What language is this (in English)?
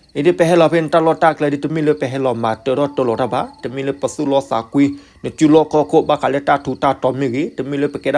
S'gaw Karen